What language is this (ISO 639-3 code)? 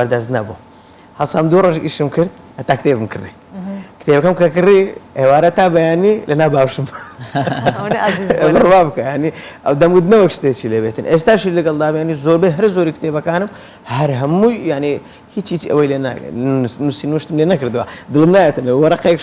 ckb